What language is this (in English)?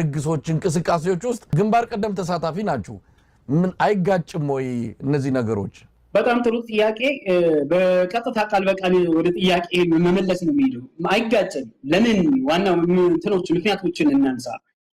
Amharic